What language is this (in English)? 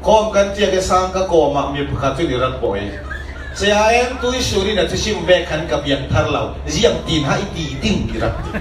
Falam Chin